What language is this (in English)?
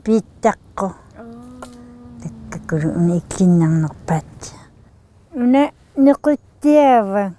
Inuktitut